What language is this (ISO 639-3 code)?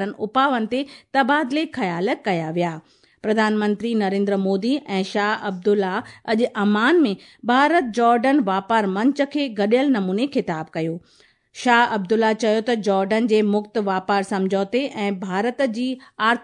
snd